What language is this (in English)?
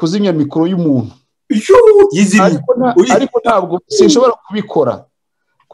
Kinyarwanda